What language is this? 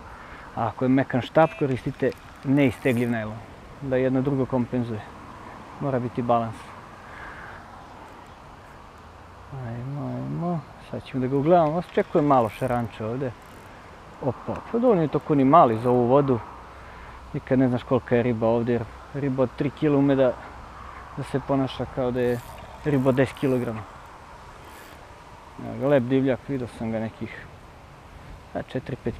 Serbian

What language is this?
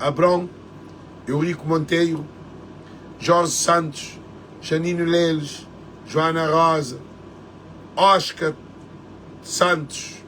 Kabuverdianu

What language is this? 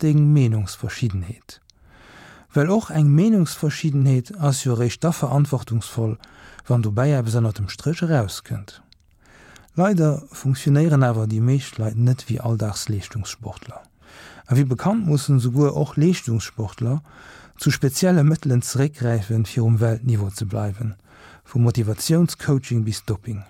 Luxembourgish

